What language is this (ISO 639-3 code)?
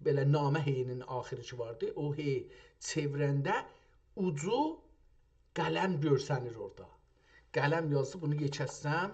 azb